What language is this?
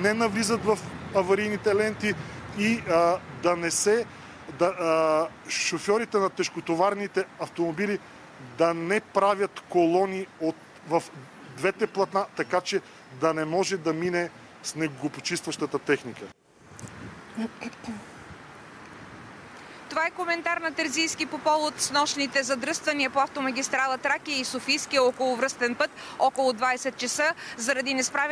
Bulgarian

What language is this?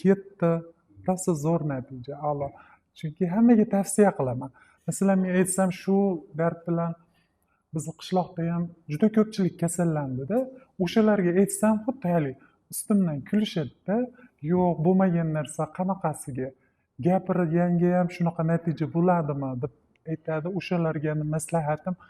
Uzbek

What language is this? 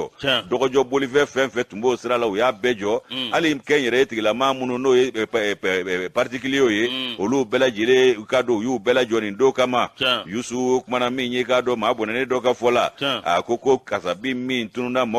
Bambara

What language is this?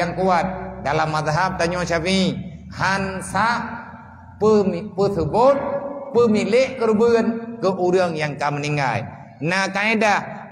Achinese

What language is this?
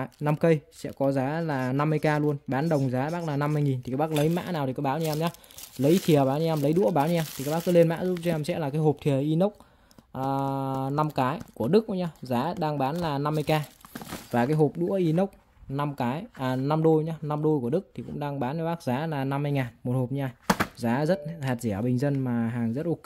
Vietnamese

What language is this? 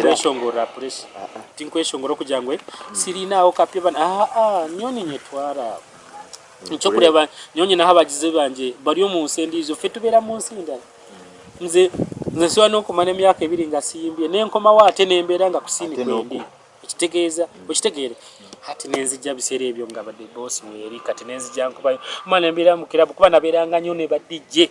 Nyankole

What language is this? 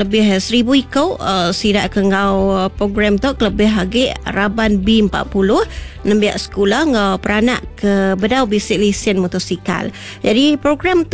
Iban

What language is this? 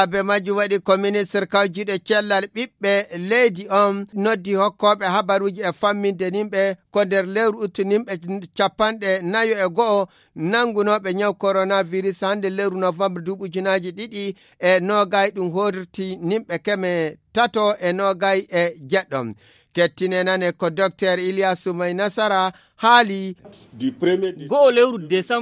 Fula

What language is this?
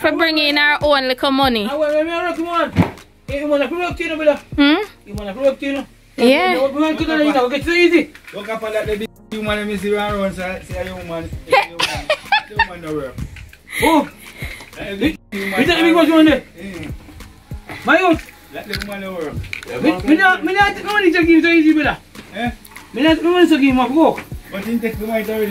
Jamaican Creole English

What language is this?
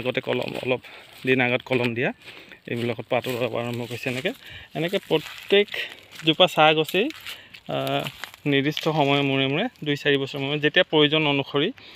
Assamese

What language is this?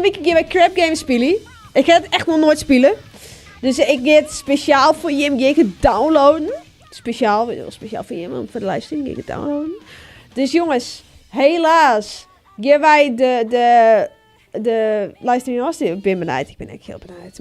Western Frisian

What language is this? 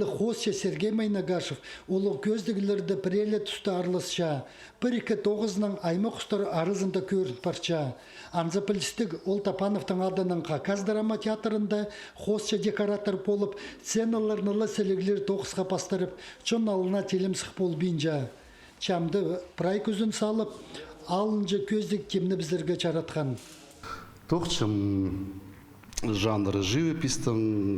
Khakas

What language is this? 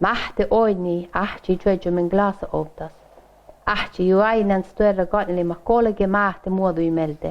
Northern Sami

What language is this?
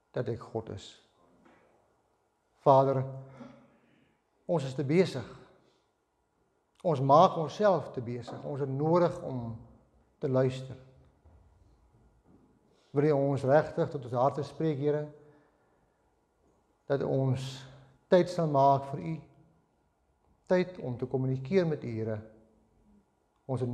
Afrikaans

